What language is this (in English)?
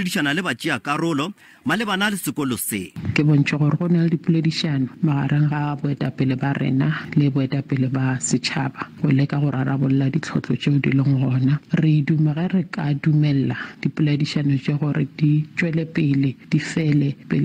Northern Sotho